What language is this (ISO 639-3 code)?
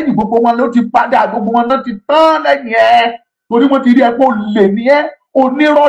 yor